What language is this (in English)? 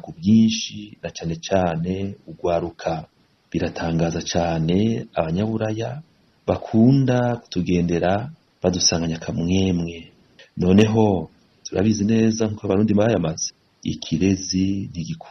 Rundi